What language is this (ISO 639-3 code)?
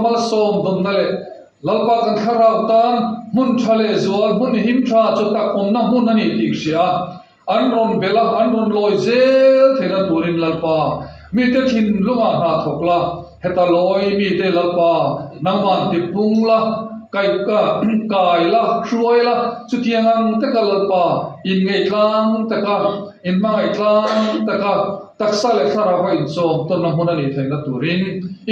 lus